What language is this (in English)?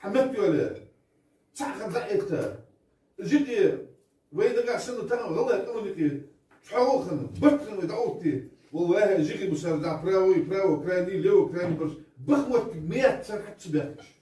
Ingush